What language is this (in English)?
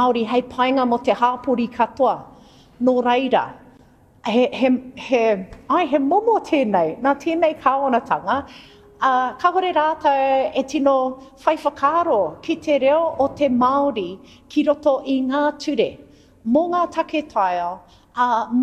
Māori